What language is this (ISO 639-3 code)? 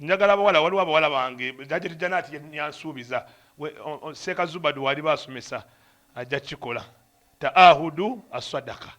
lug